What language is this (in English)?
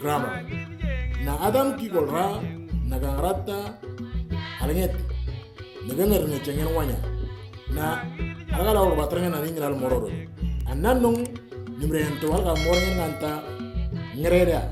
Moro